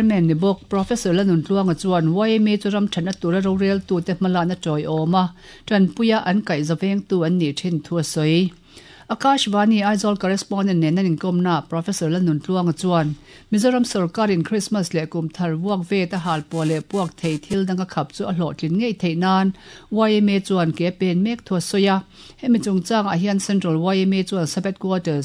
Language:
Mizo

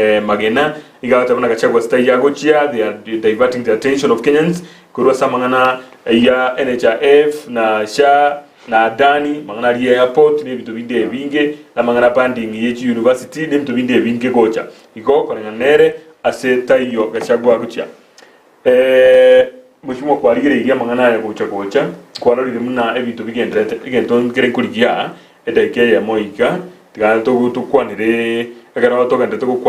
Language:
Gusii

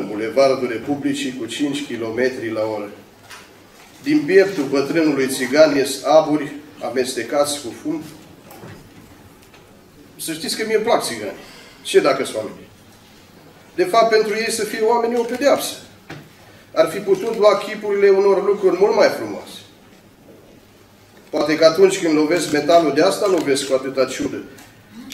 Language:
Romanian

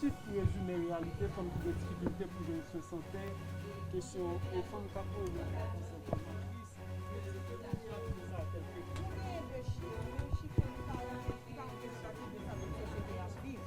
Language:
Haitian Creole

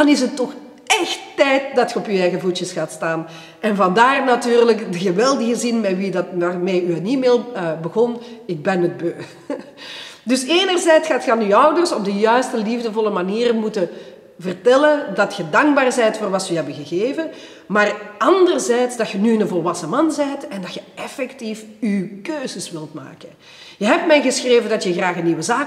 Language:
Dutch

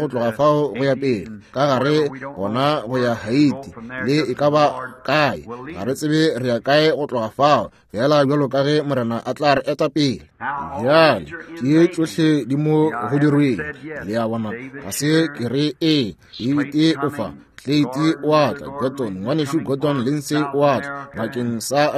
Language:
Northern Sotho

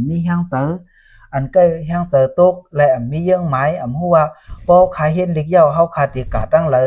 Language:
Shan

